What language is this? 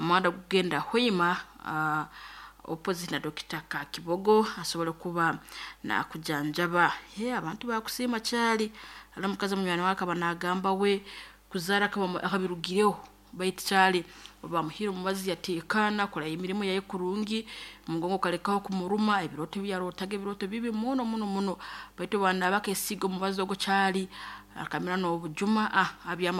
Nyoro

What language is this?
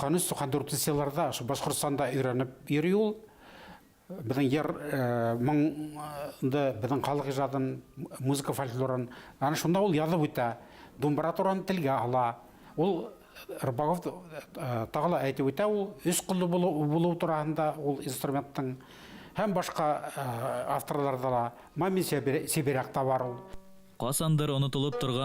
Bashkir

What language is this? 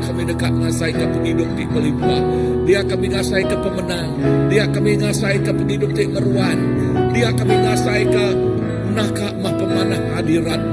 Iban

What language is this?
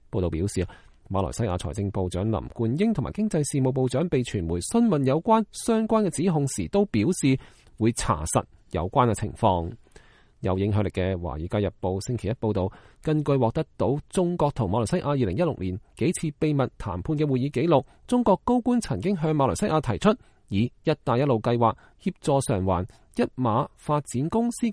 Cantonese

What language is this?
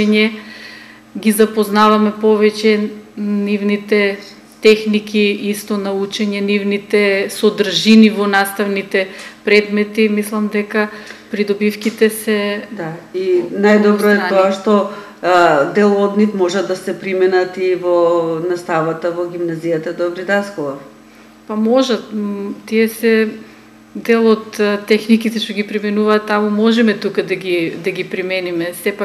Macedonian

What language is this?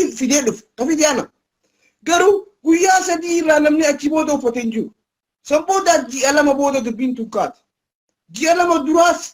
Oromo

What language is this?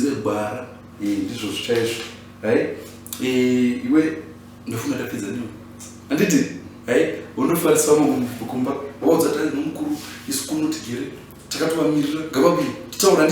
Shona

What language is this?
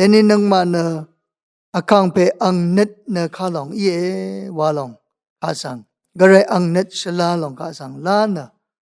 Rawang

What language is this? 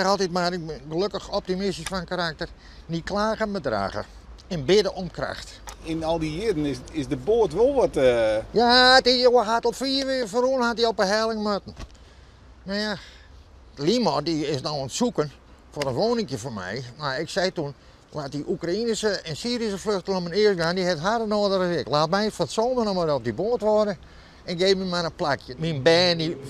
Western Frisian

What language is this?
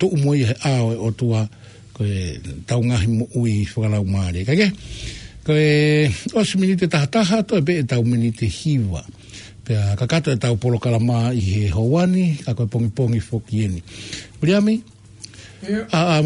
Tongan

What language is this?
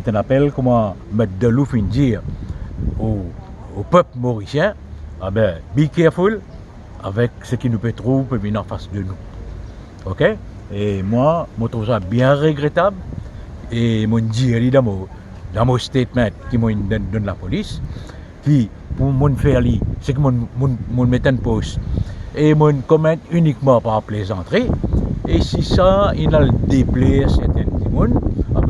Morisyen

